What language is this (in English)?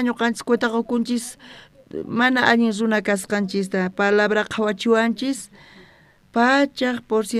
South Bolivian Quechua